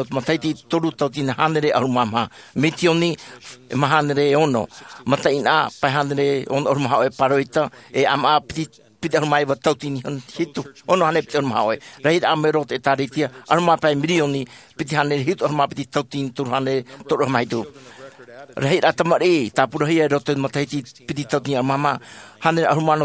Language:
Tahitian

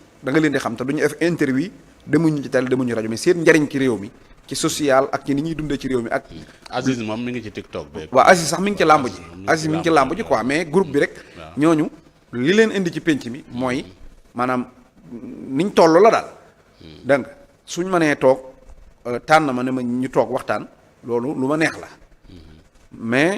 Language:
Wolof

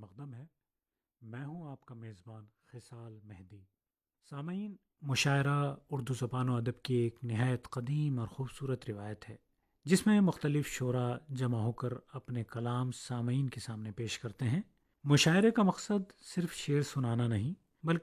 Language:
Urdu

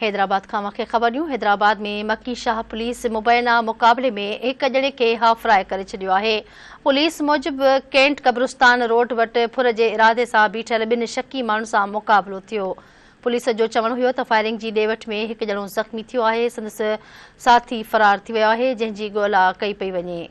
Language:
Sindhi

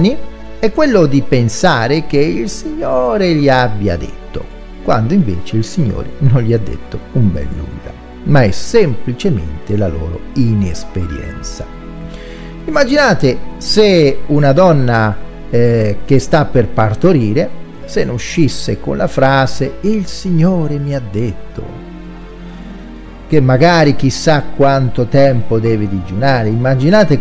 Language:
Italian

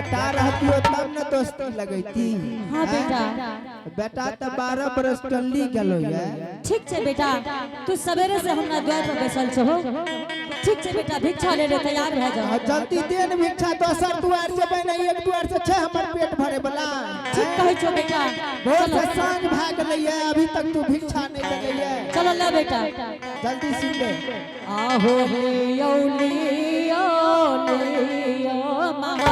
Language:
Angika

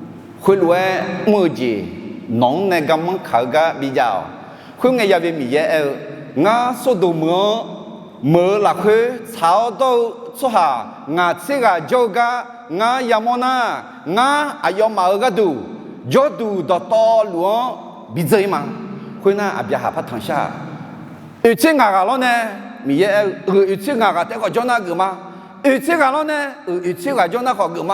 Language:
Akha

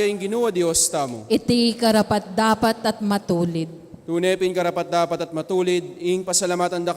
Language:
Pampanga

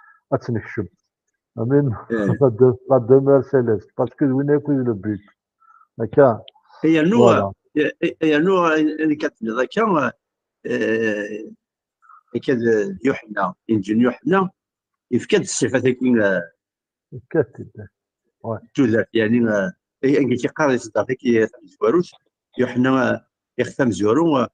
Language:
Kabyle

